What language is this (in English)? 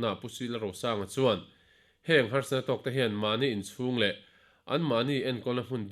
Mizo